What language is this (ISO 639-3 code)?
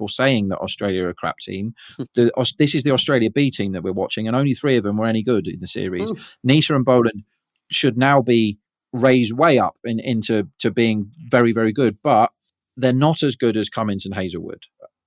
eng